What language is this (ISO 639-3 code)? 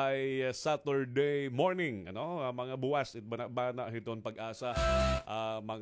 war